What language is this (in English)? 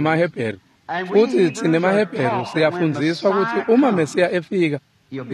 Swati